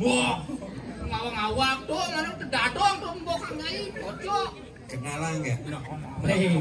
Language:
Balinese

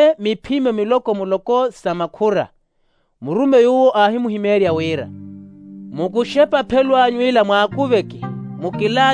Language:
Makhuwa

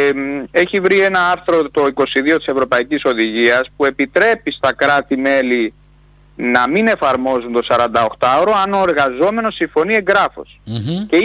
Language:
Greek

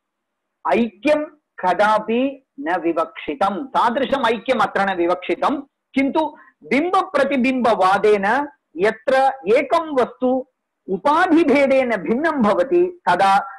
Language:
Sanskrit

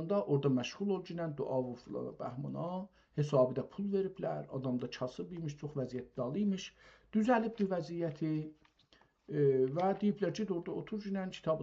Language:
South Azerbaijani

